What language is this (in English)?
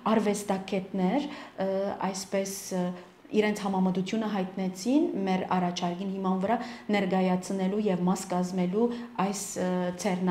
Western Armenian